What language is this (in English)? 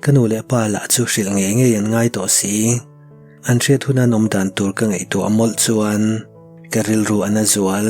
Mizo